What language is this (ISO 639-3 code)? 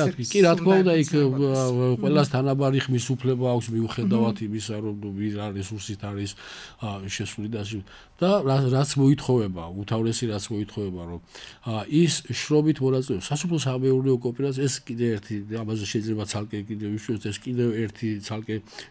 kat